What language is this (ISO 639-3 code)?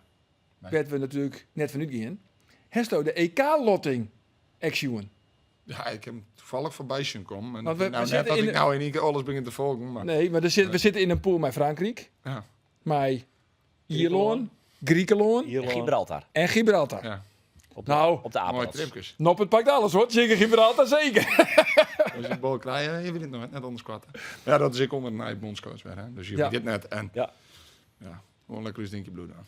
fry